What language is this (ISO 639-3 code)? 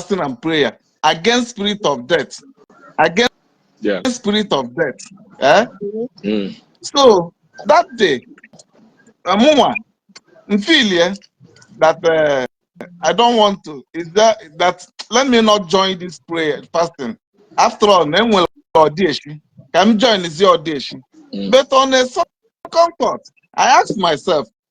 ibo